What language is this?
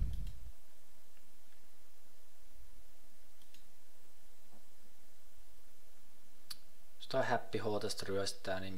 Finnish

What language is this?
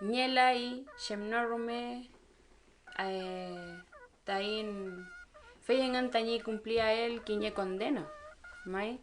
Mapuche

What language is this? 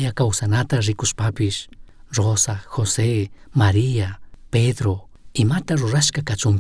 Chimborazo Highland Quichua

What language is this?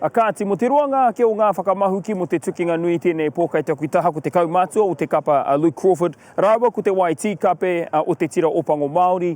Māori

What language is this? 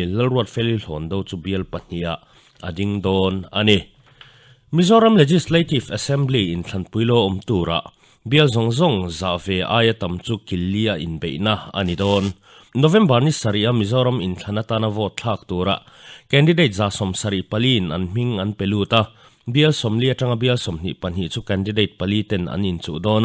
Mizo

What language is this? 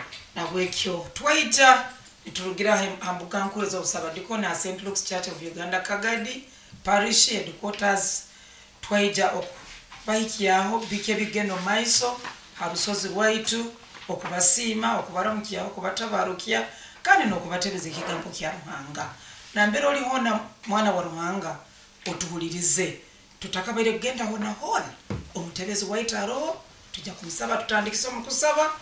Nyoro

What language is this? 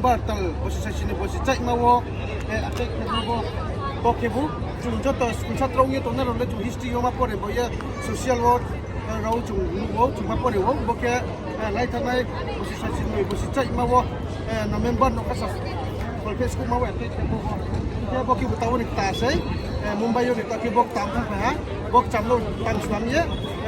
Riang (India)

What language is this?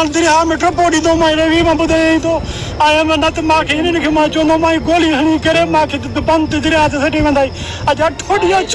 Sindhi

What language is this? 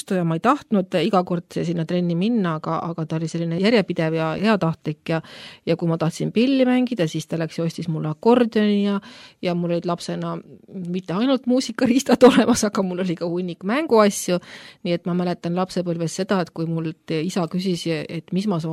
Estonian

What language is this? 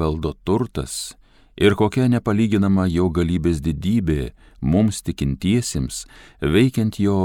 Lithuanian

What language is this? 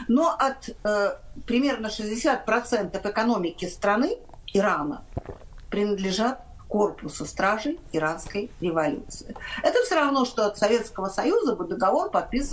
Russian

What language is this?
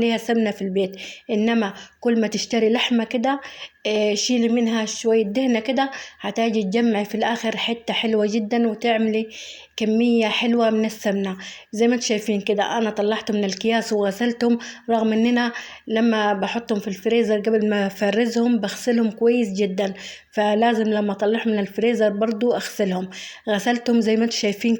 Egyptian Arabic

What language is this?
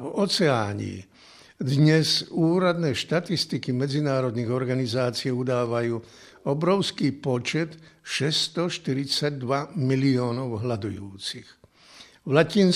Slovak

